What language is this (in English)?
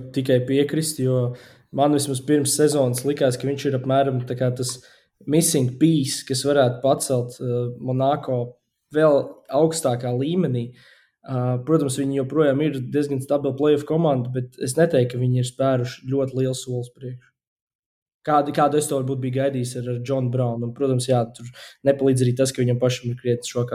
Latvian